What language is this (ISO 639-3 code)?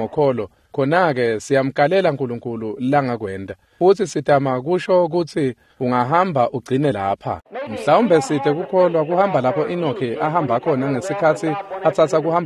ssw